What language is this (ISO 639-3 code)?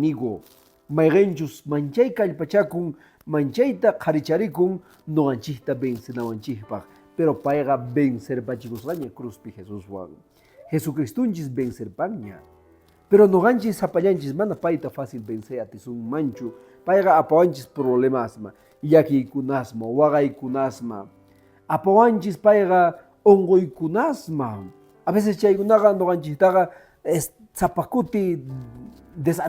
que